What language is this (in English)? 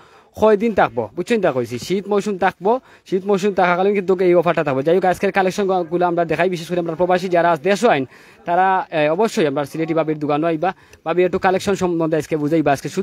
Sylheti